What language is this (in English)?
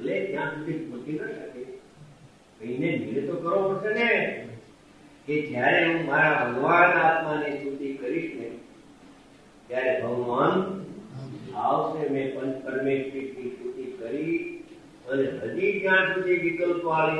Gujarati